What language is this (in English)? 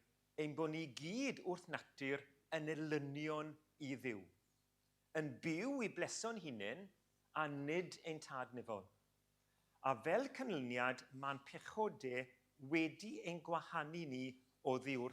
Welsh